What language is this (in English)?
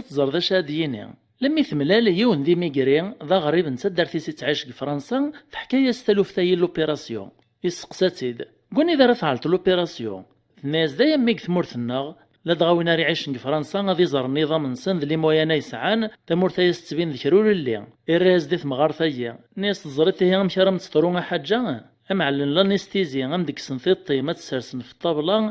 Kabyle